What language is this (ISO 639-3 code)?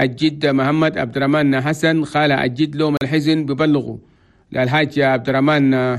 shu